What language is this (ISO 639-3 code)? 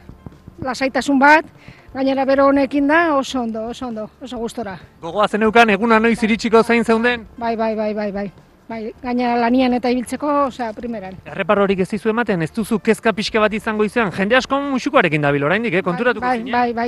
eus